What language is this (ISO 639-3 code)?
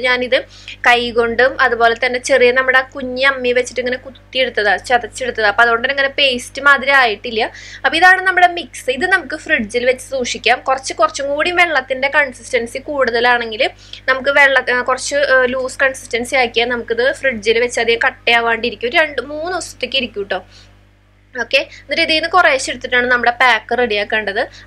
mal